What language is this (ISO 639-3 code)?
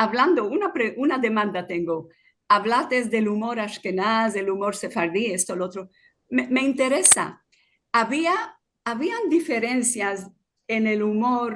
lad